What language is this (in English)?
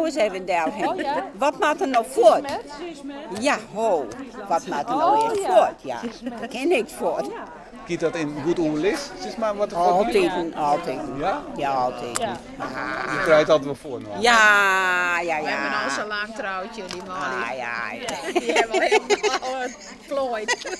Western Frisian